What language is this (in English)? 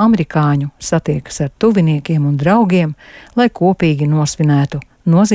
Latvian